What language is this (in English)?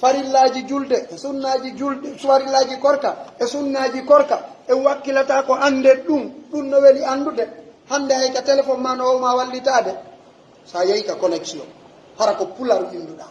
Pular